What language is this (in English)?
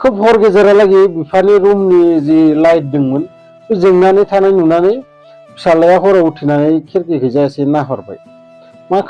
Bodo